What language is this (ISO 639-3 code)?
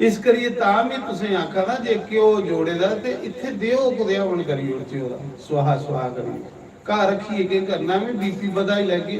doi